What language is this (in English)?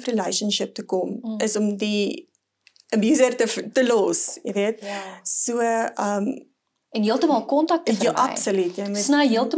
Afrikaans